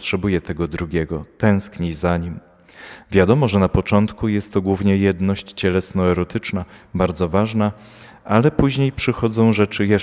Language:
Polish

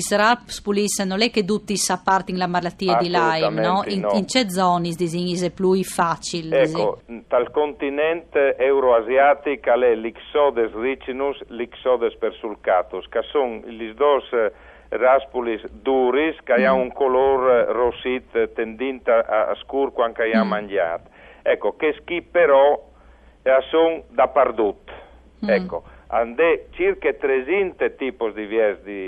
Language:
Friulian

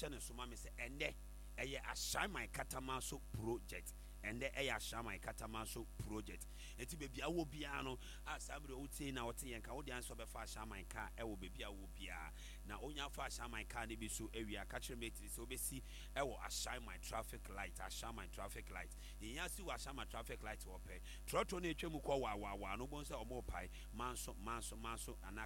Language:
Akan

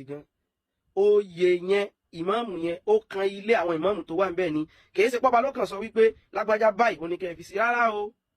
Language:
Yoruba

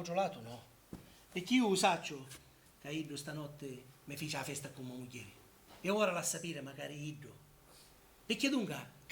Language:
Sicilian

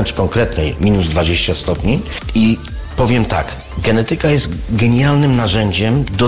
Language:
Polish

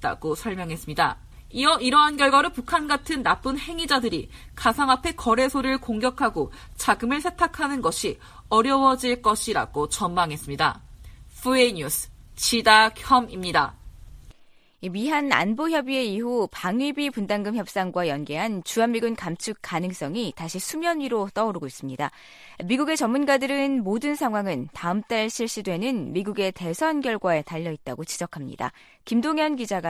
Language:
Korean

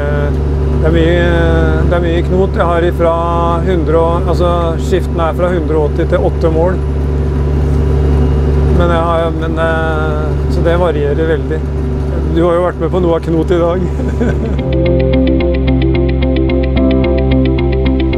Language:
Norwegian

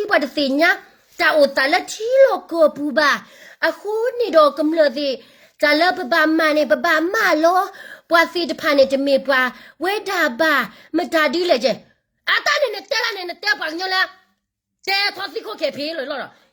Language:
S'gaw Karen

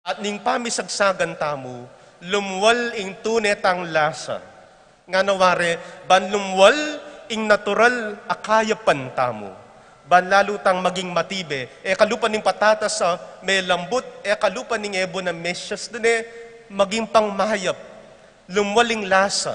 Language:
Pampanga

